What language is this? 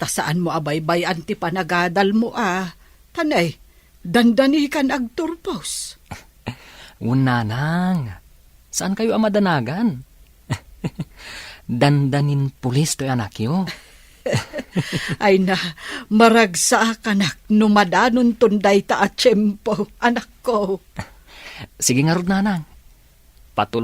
Iloko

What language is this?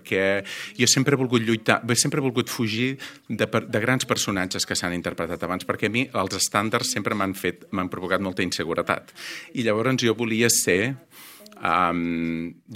Catalan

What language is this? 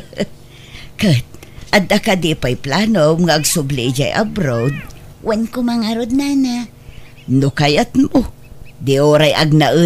Iloko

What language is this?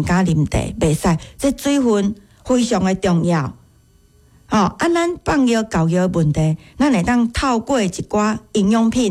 Min Nan Chinese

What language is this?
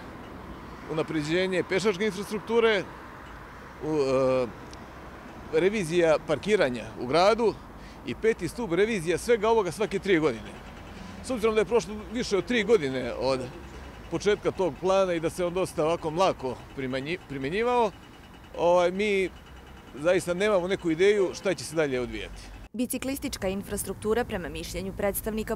Serbian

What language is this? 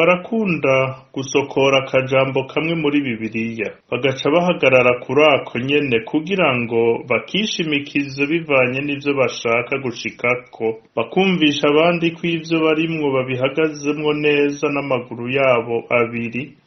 Rundi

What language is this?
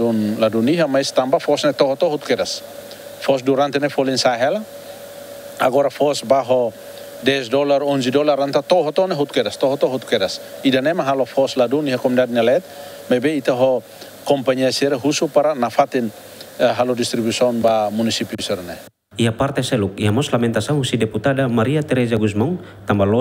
Tetum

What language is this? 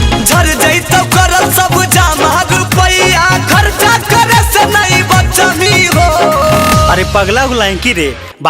Magahi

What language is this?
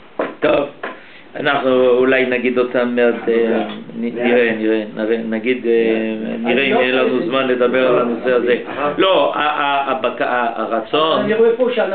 Hebrew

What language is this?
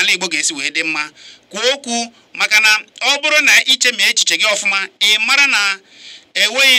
Igbo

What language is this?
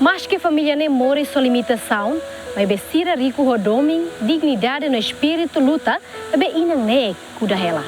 Tetum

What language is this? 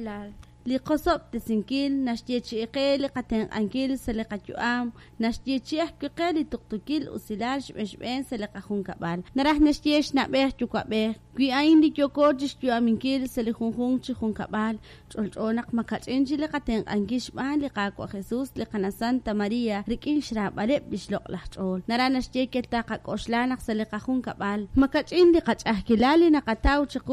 Kekchí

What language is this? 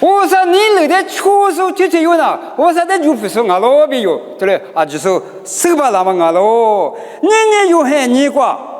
Lisu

